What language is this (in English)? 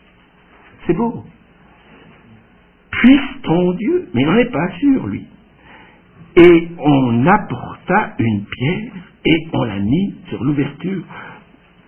French